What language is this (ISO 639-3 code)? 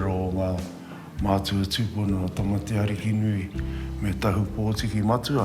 mri